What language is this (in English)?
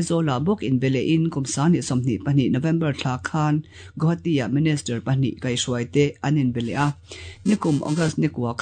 Mizo